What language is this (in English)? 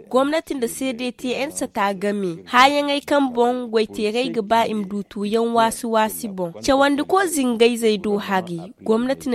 Zarma